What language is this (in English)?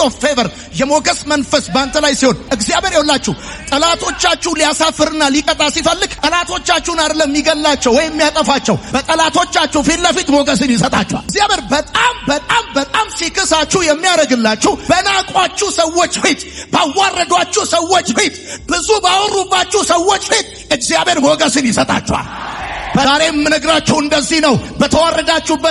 Amharic